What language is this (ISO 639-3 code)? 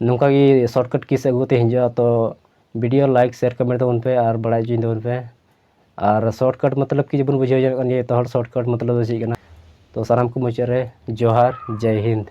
sat